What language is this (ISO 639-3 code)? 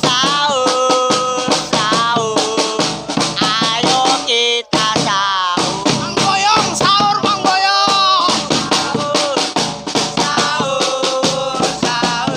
bew